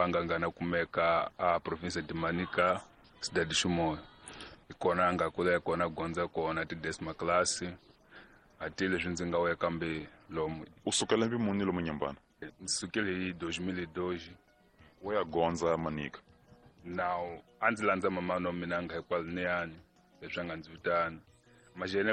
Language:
Tsonga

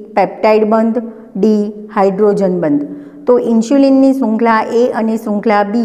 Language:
Gujarati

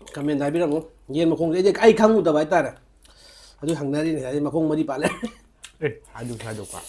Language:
Manipuri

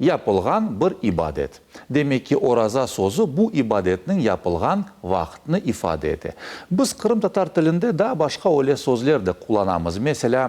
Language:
Crimean Tatar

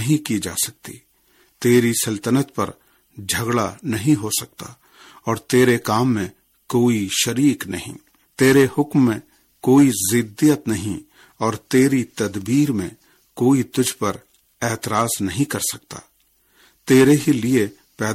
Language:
Urdu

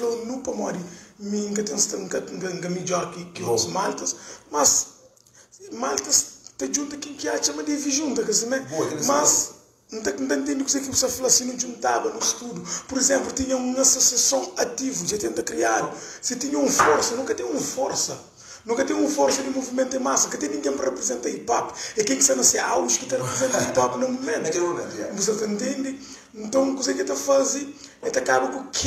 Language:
Kabuverdianu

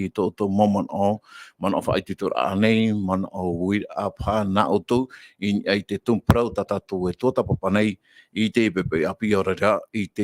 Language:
Tahitian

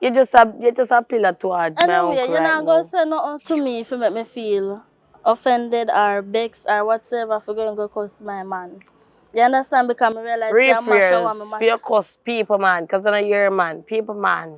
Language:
Jamaican Creole English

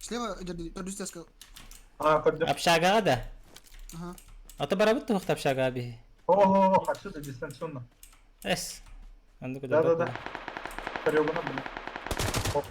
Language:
Yakut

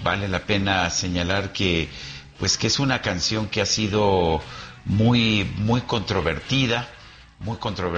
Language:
Spanish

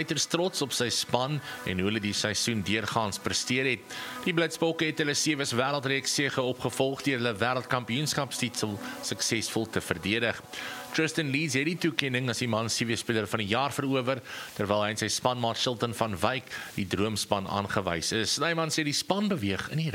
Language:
Afrikaans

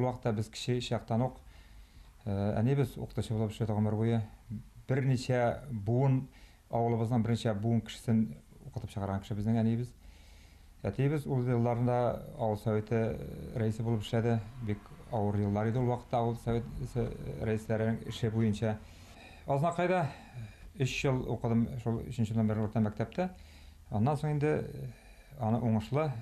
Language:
Bashkir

